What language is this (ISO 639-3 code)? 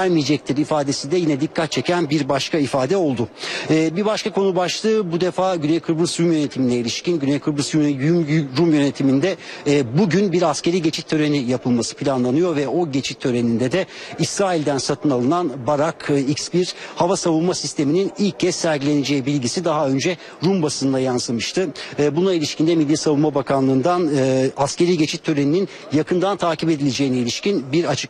tur